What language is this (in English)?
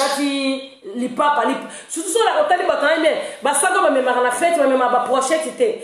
Lingala